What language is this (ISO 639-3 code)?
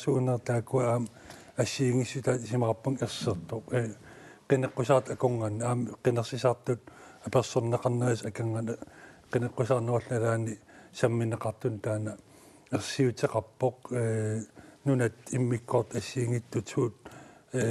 kal